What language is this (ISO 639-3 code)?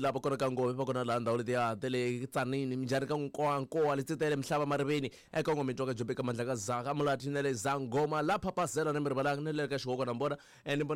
tso